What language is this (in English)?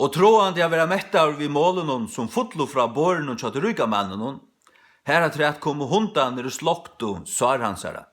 Faroese